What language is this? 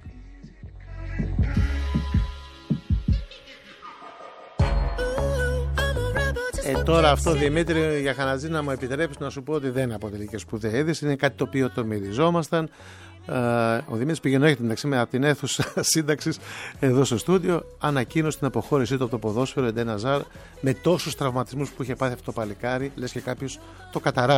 Greek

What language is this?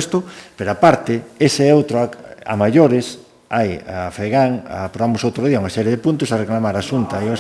Galician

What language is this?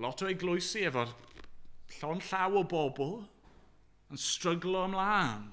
Welsh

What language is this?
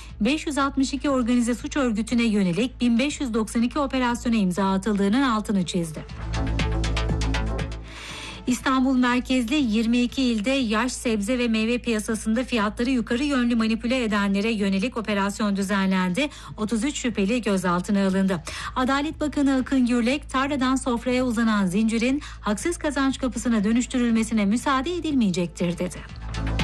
Turkish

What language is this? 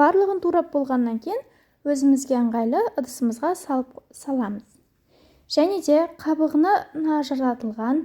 Kazakh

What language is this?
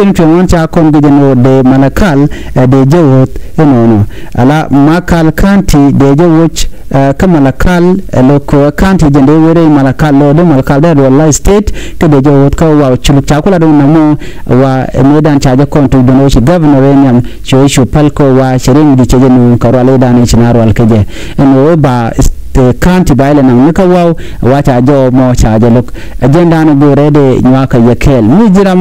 Nuer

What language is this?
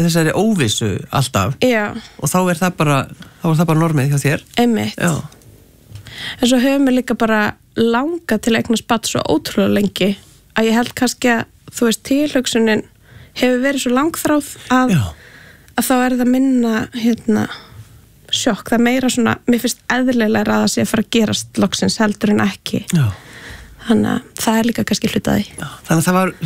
Icelandic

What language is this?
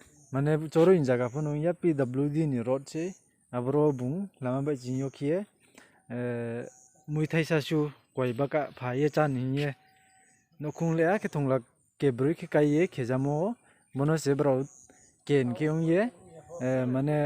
Riang (India)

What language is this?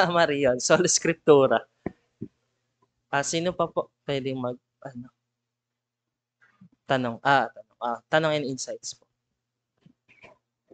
Filipino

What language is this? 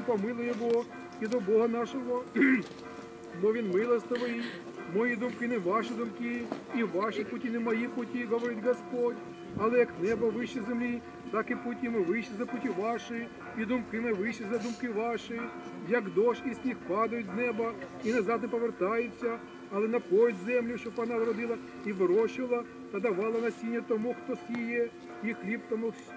Ukrainian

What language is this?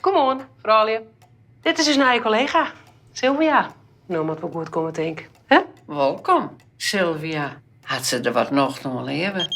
Western Frisian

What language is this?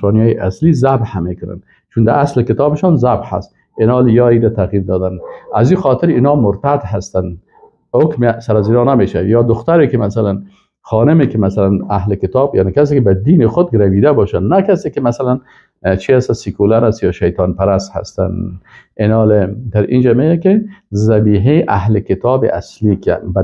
Persian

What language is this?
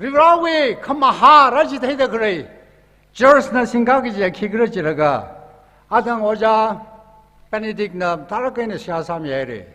Tangkhul Naga (India)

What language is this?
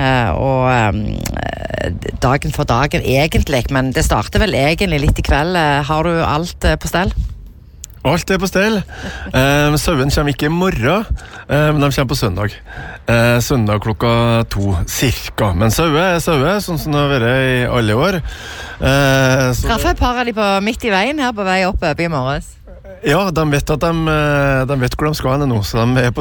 Norwegian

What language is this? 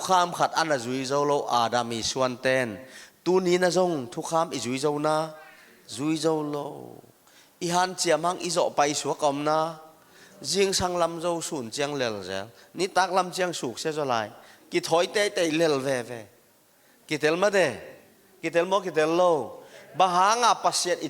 Tedim Chin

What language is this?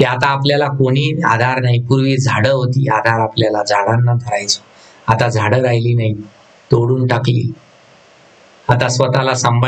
Marathi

